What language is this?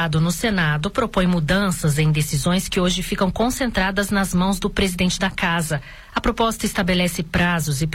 Portuguese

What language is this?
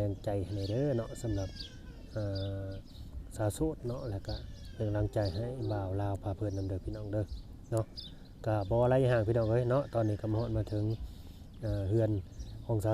Lao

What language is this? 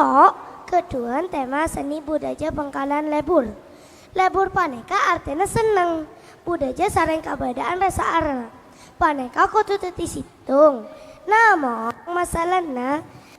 Madurese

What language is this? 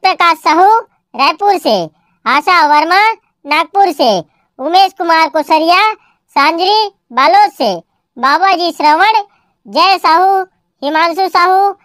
Chhattisgarhi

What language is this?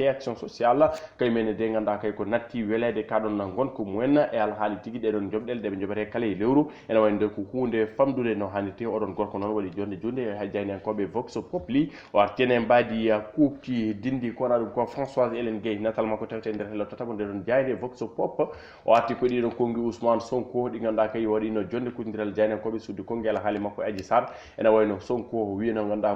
Fula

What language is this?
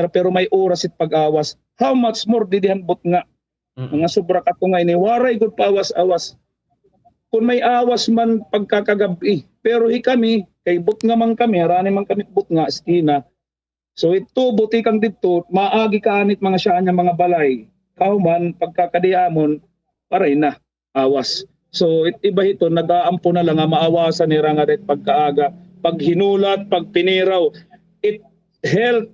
Waray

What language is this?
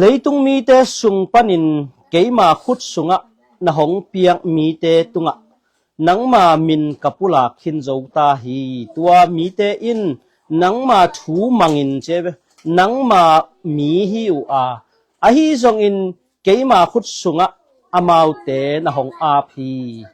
Tedim Chin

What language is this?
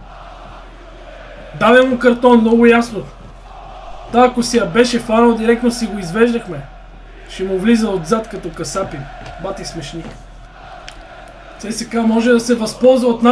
Bulgarian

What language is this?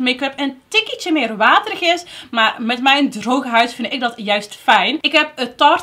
Dutch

